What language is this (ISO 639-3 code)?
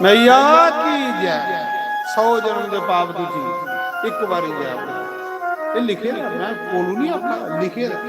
doi